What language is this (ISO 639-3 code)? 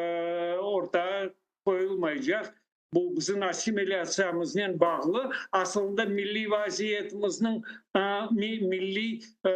crh